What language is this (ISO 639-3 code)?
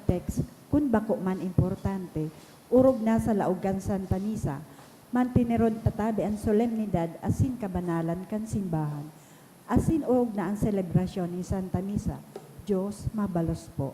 bik